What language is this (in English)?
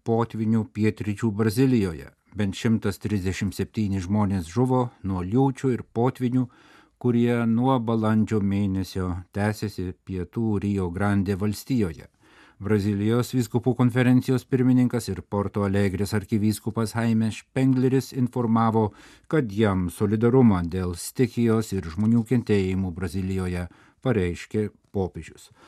Lithuanian